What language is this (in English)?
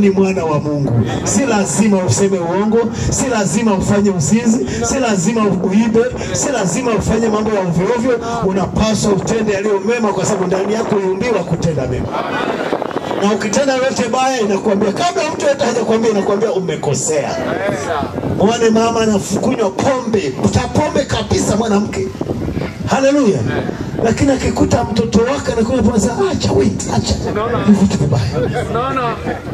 Swahili